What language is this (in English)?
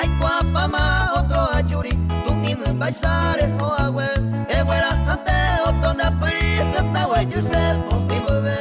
Guarani